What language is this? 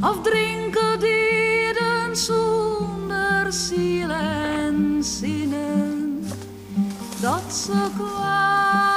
Western Frisian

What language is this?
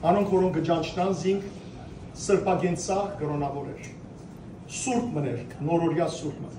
Western Armenian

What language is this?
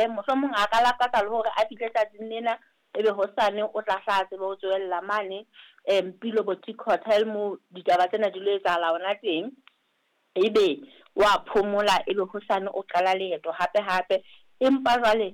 Southern Sotho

